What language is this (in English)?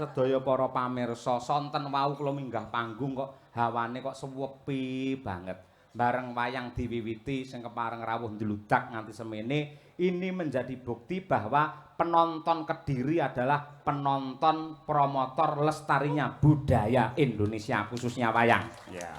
Javanese